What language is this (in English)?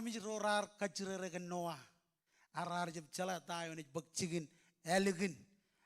Marshallese